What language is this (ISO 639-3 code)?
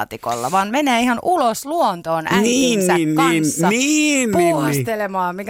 fin